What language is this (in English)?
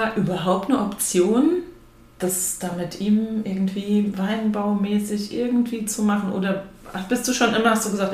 German